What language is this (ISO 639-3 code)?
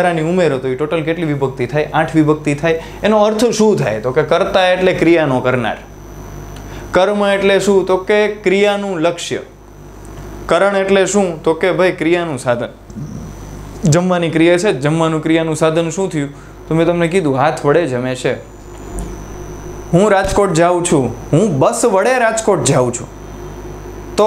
guj